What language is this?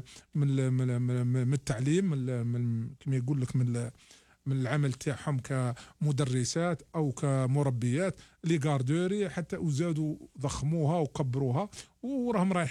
Algerian Arabic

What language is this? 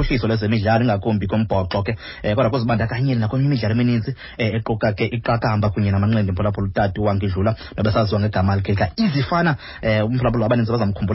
Xhosa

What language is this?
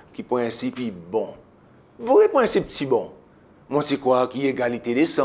Seselwa Creole French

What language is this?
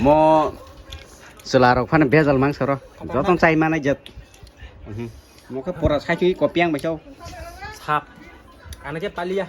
Kok Borok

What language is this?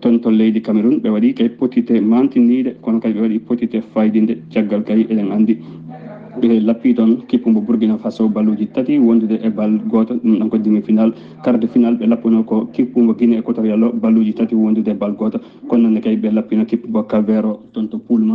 Fula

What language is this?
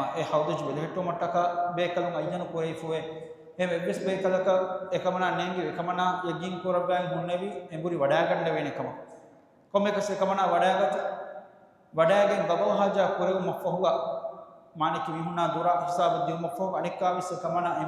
Divehi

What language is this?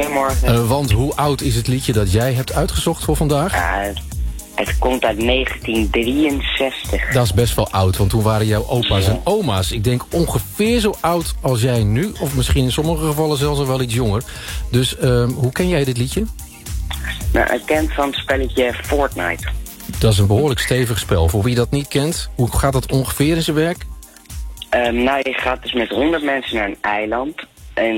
Dutch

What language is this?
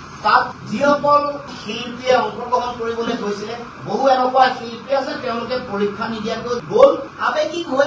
Assamese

